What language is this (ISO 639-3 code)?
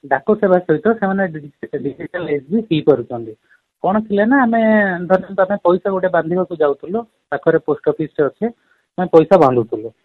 ori